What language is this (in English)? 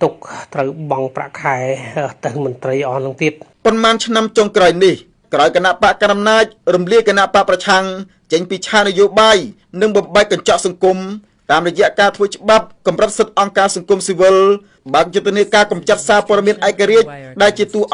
Khmer